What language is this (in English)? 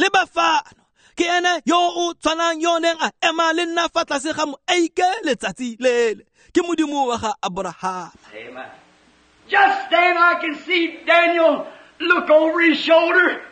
Tswana